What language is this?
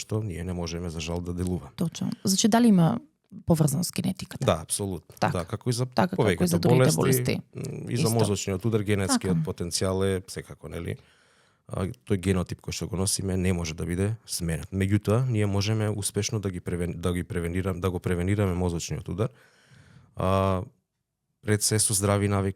Macedonian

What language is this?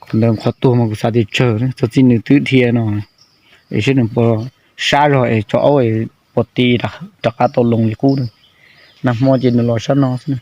Hmong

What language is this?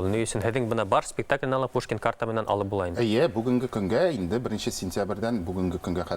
Bashkir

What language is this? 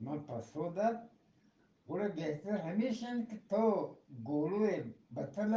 Eastern Balochi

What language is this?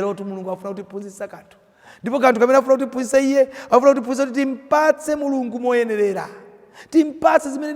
Nyanja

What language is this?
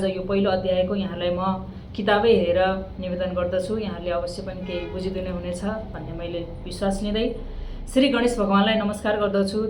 Nepali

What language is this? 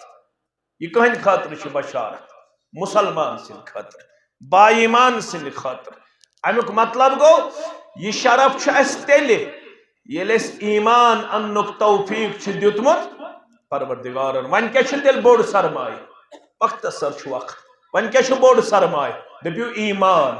Kashmiri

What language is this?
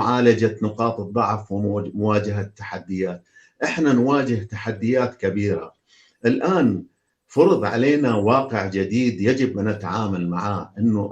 North Levantine Arabic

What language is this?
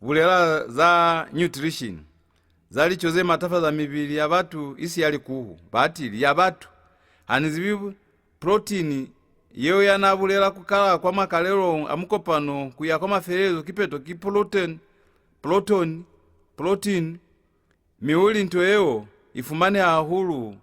Lozi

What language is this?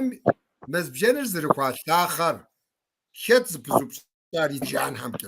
Kabardian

